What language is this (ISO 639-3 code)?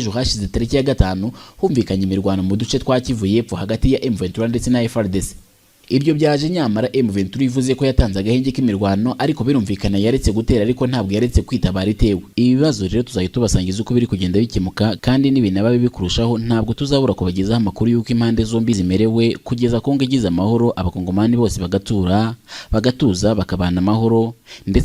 kin